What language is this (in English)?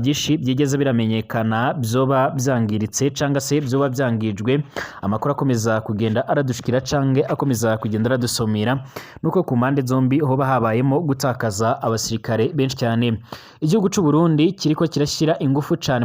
Rundi